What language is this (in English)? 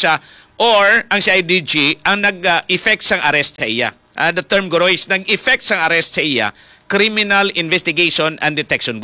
Hiligaynon